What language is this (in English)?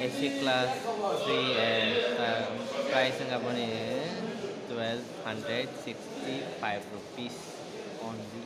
Kok Borok